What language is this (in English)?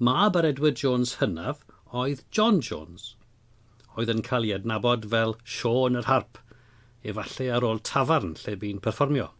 Welsh